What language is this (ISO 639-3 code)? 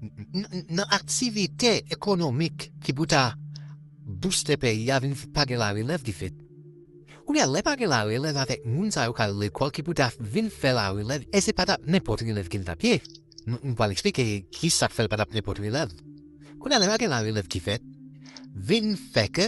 hat